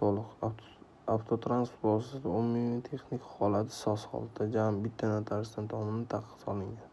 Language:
Uzbek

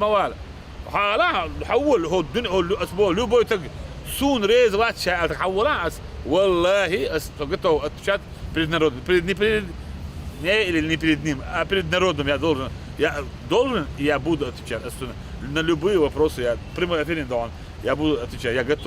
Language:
Chechen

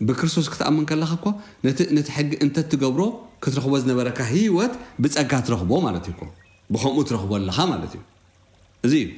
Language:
Tigrinya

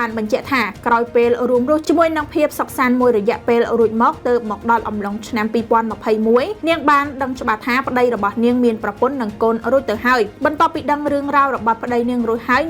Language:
Khmer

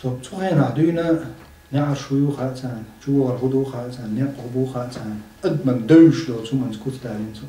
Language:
Chechen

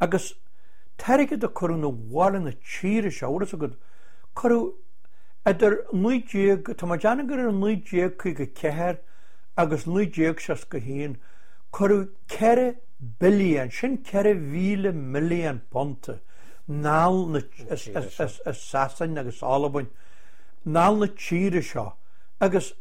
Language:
Irish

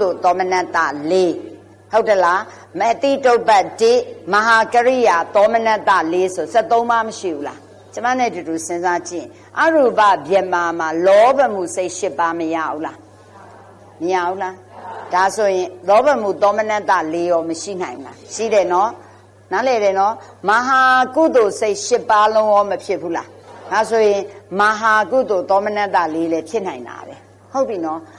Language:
Burmese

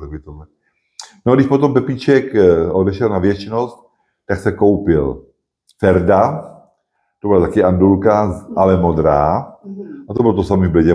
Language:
Czech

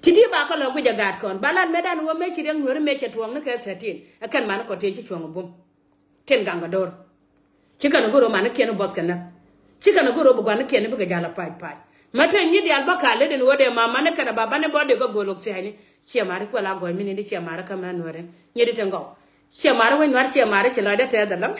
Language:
Nuer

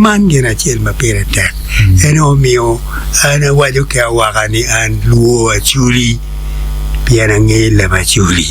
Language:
Acoli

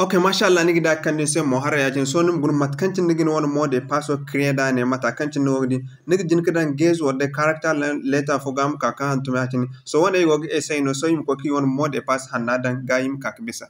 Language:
Zarma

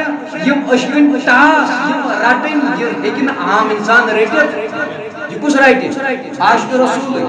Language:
Kashmiri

